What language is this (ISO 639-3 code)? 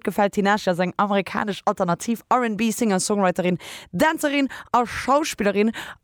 ltz